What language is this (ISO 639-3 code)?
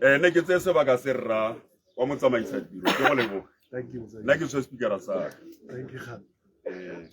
tsn